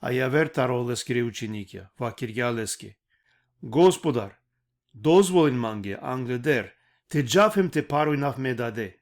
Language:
Balkan Romani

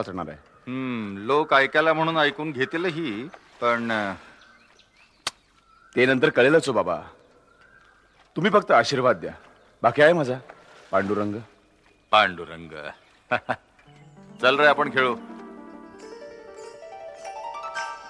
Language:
Marathi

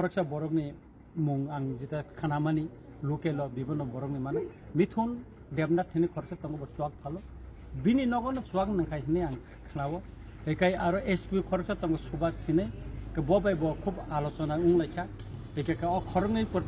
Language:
Kok Borok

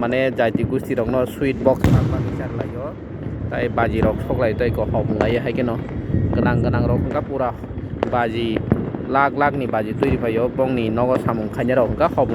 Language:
Kok Borok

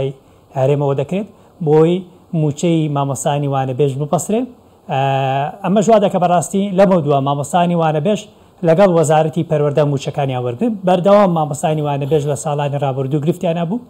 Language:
Central Kurdish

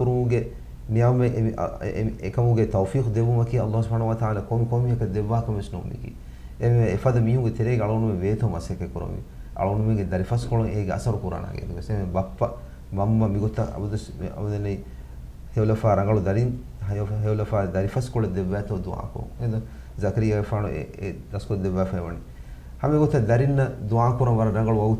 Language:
Divehi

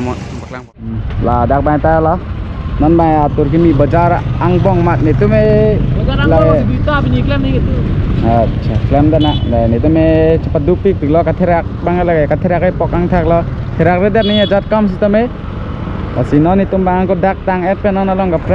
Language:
Karbi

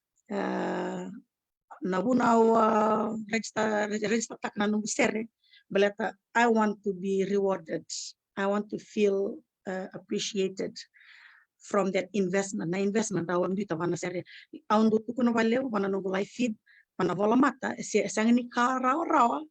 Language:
Fijian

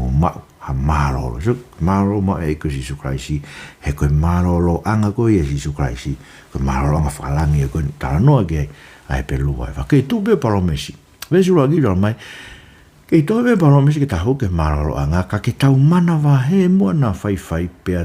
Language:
Tongan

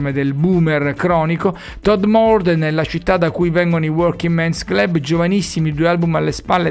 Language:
Italian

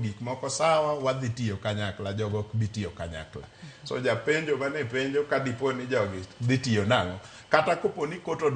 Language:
Luo (Kenya and Tanzania)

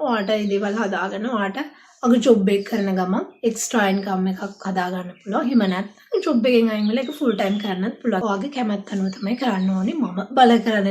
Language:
Sinhala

